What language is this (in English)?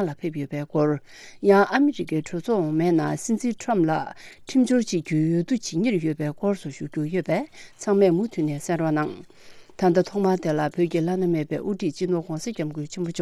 Tibetan